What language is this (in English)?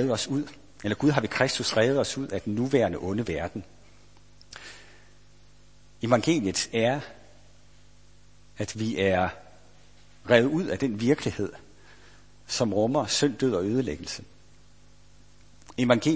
Danish